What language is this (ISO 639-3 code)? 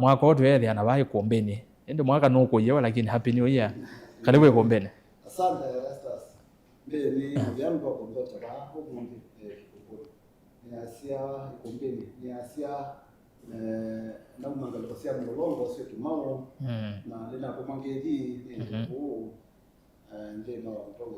kam